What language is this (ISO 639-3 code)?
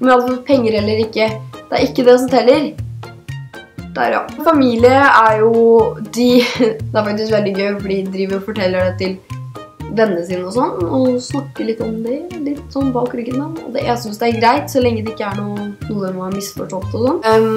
nor